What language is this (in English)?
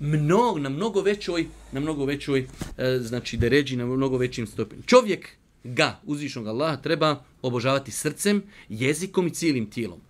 Bosnian